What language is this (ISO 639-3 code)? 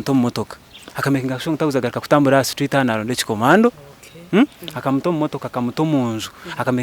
nyn